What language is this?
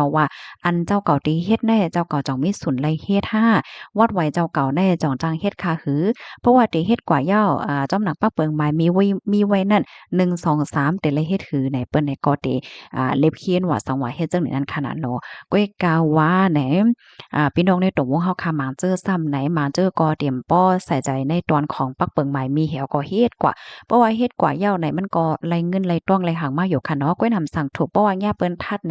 Shan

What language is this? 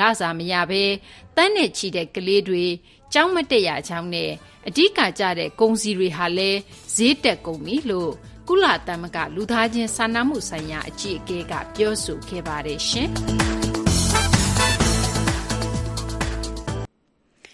Burmese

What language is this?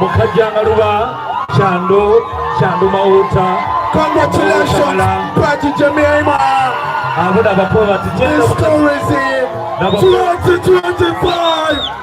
Soga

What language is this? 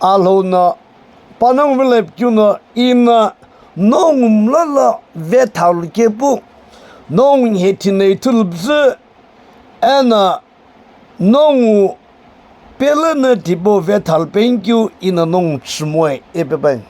Sumi Naga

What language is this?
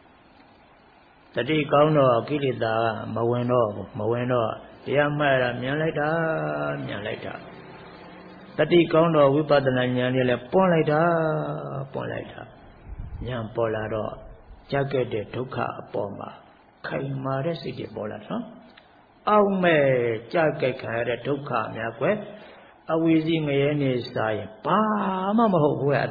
Burmese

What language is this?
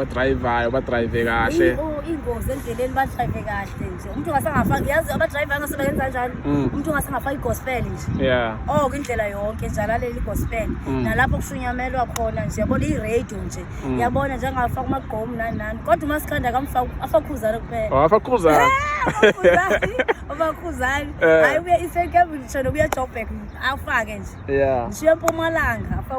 Zulu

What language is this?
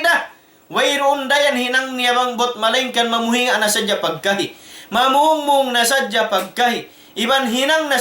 Tausug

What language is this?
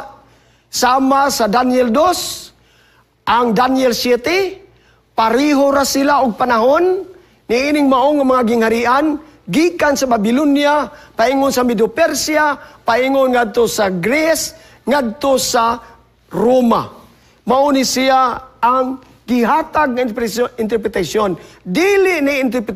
Cebuano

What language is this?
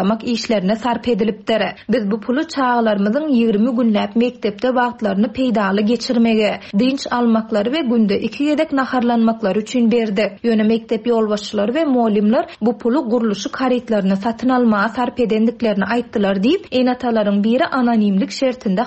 Turkmen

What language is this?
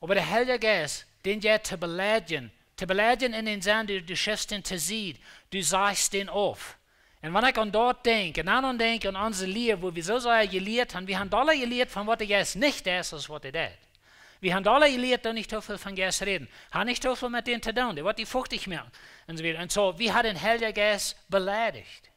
Plautdietsch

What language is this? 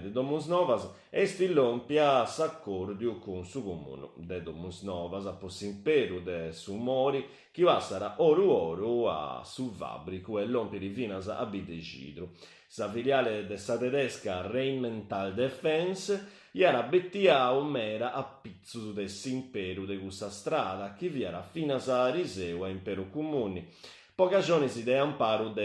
Sardinian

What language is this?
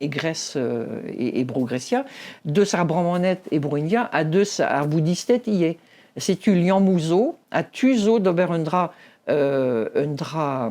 Breton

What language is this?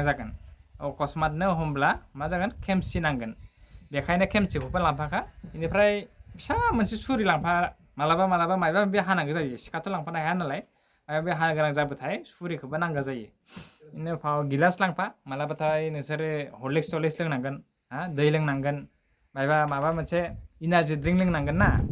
Bodo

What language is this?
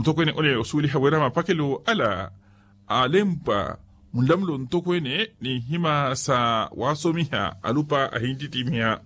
Makhuwa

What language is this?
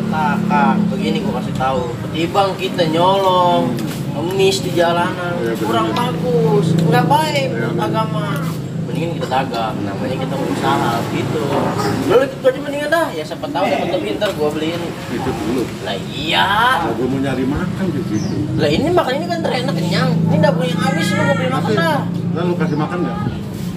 Betawi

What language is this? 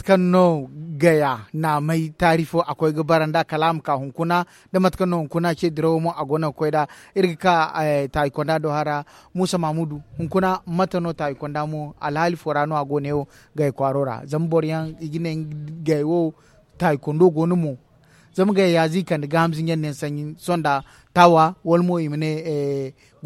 Zarma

